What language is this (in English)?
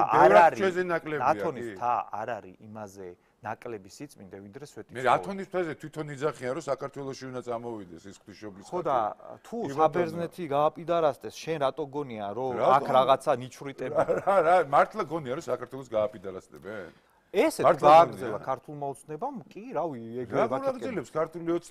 Georgian